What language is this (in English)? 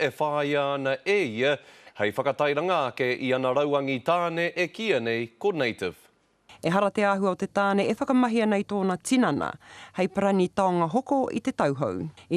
Māori